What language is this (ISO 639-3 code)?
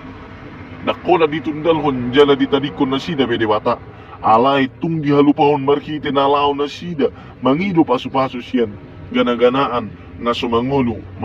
bbc